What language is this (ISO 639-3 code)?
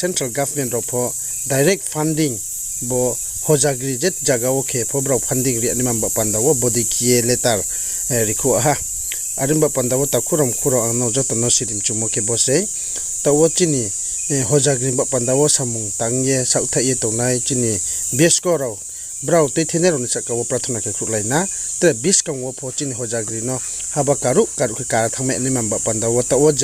ria